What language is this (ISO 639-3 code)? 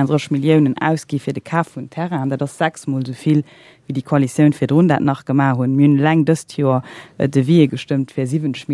ltz